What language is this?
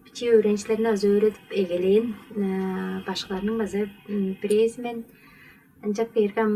Tuvinian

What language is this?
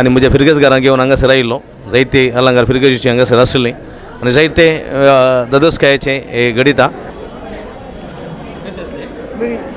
Konkani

